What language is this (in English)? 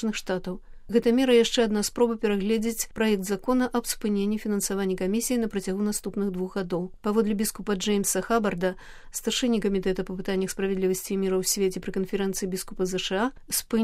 Belarusian